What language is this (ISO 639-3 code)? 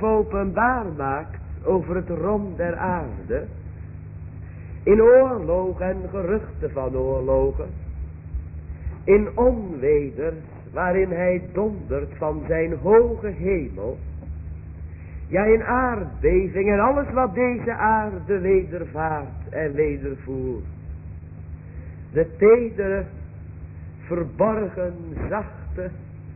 nld